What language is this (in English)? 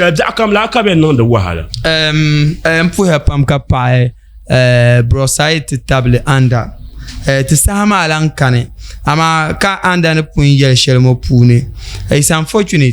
Dagbani